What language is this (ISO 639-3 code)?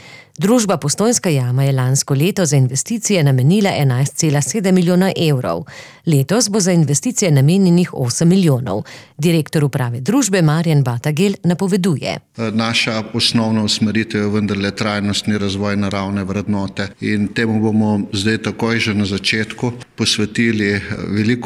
slv